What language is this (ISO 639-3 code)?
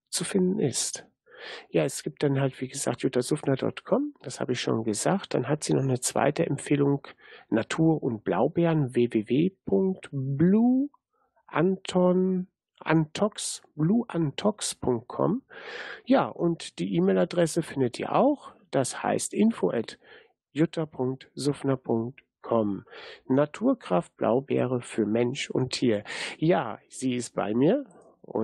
deu